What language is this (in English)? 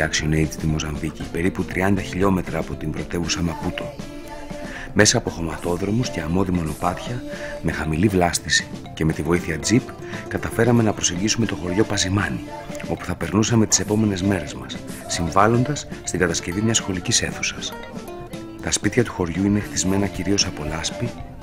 Greek